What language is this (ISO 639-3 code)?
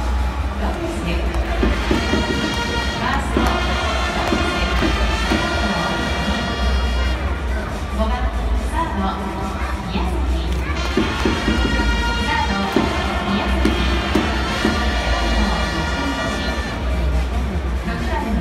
jpn